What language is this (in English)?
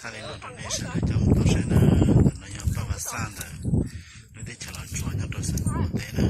Hmong